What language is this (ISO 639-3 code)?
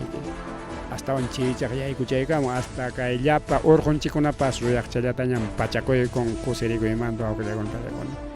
quy